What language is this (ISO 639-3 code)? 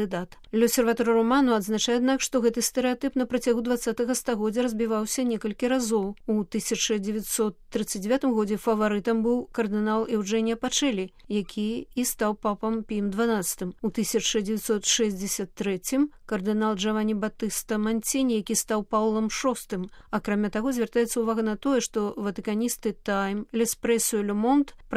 bel